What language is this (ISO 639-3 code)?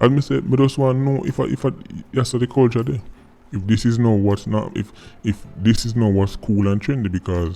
jam